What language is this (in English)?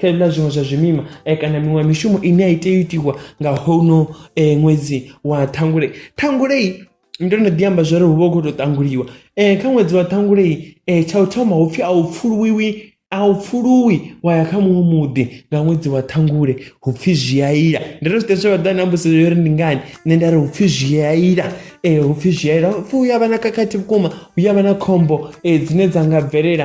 Venda